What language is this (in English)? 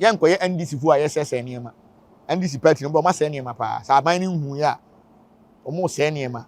Akan